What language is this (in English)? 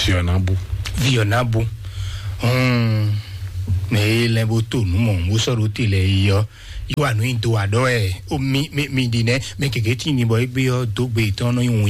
Fon